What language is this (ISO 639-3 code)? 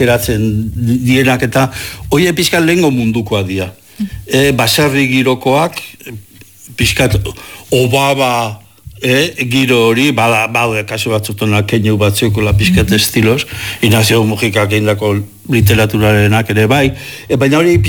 eus